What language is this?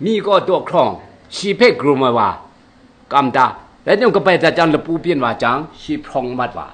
Kachin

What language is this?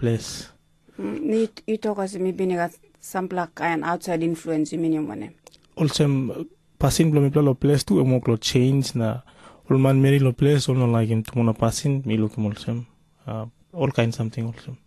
Tok Pisin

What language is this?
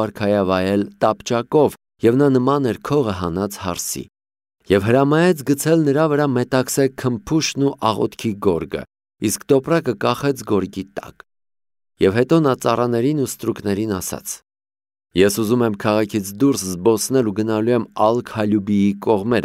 Armenian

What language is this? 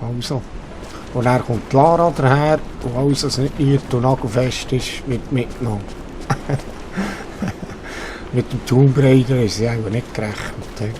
Swiss German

